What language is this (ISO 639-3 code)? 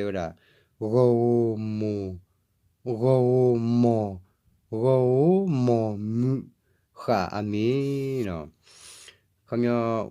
ksw